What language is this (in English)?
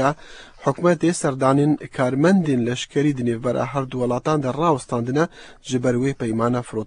Central Kurdish